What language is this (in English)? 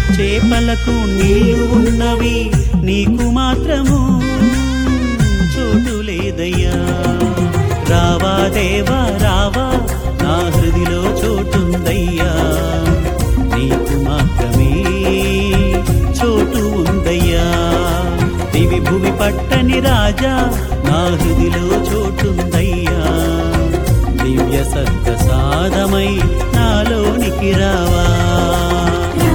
Telugu